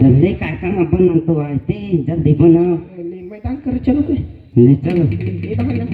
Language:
Chhattisgarhi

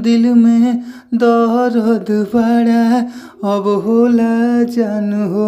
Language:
Bhojpuri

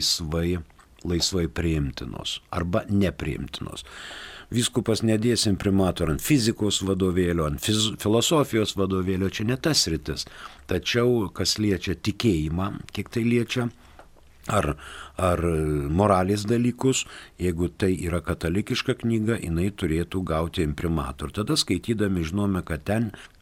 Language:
Lithuanian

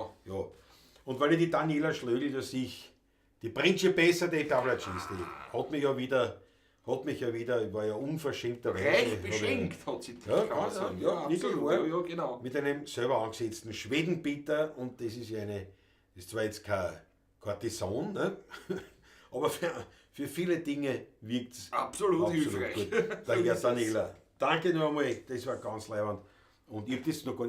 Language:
Bavarian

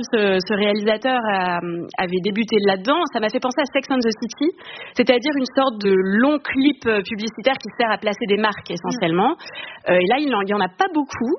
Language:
French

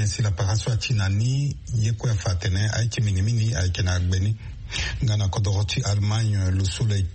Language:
Sango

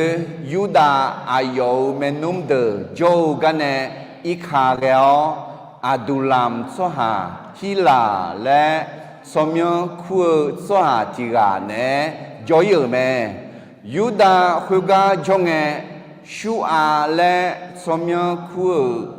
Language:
Akha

